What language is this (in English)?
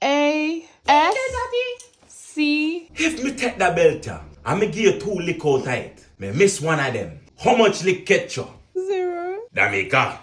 Jamaican Creole English